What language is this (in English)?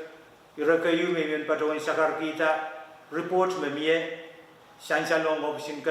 Pohnpeian